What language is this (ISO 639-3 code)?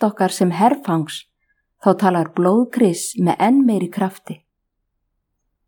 isl